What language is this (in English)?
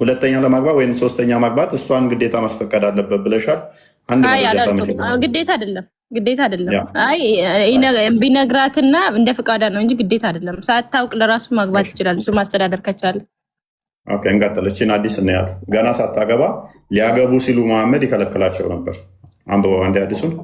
Amharic